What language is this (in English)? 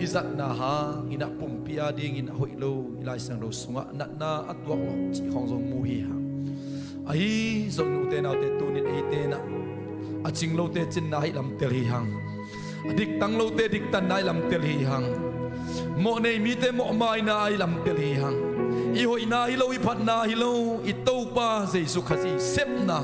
Tedim Chin